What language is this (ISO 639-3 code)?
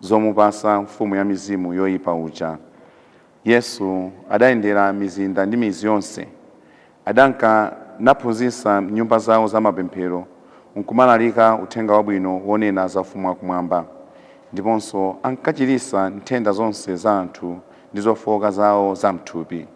nya